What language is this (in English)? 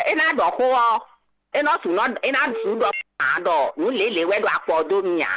Fon